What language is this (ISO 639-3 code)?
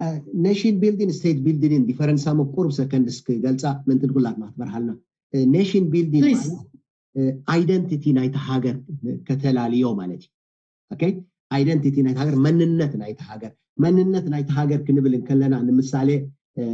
tir